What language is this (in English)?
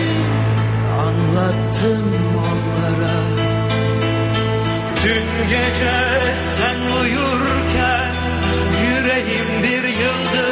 Turkish